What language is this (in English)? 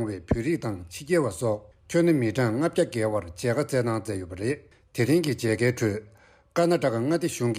Tibetan